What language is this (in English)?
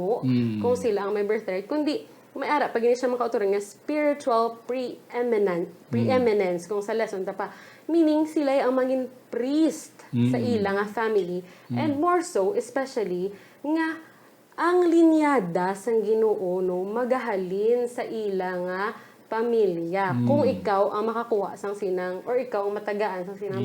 Hiligaynon